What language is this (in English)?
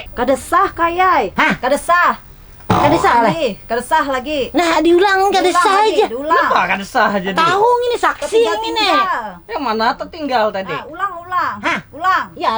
Banjar